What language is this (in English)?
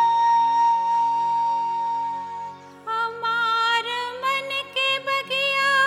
Bhojpuri